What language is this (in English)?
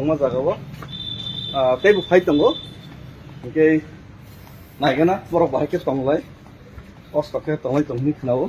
Kok Borok